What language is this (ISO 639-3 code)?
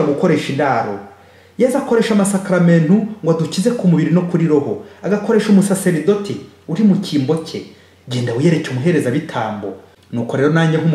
kin